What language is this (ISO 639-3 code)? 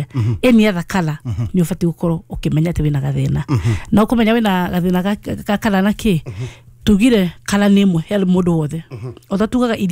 kik